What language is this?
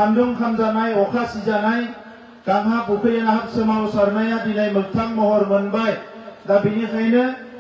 Bodo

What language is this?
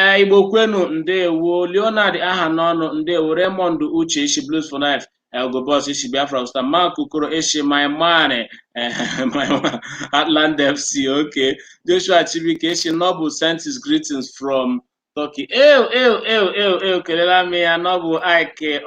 Igbo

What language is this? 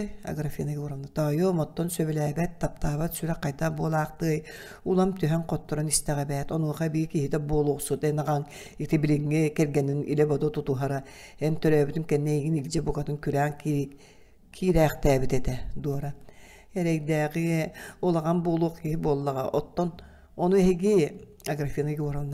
Yakut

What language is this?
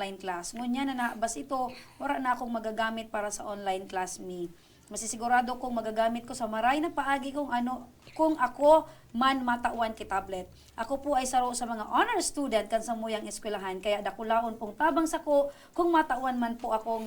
Bikol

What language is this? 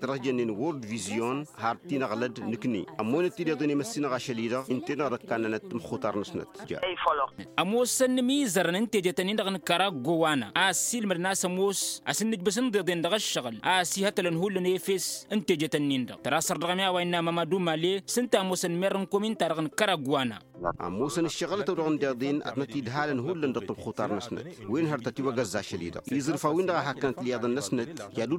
Tamasheq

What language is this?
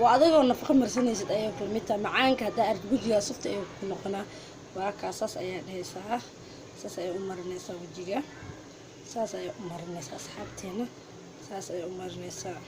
Somali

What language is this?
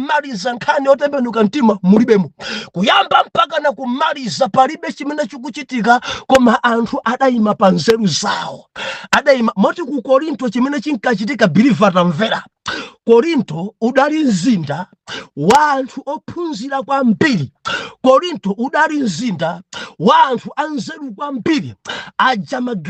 Nyanja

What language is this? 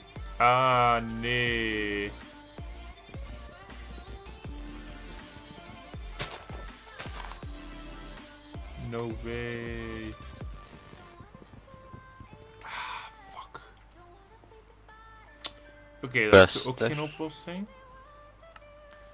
Dutch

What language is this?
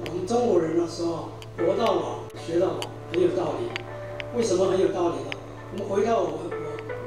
Chinese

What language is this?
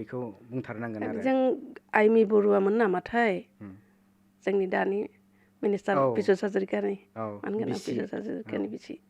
Bodo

